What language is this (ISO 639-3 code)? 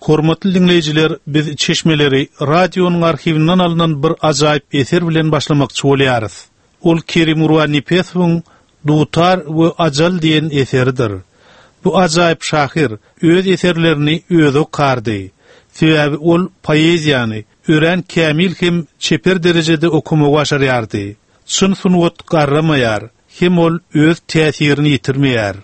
tuk